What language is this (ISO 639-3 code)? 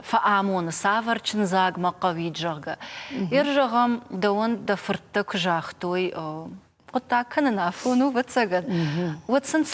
oss